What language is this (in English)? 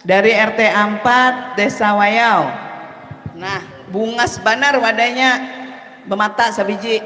Banjar